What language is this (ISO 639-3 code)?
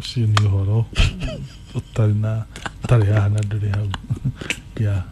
kik